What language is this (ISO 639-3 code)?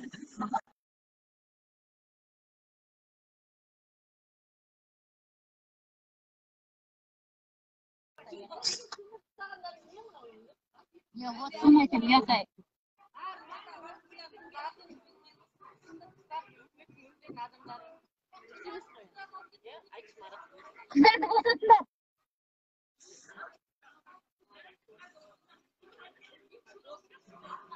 kaz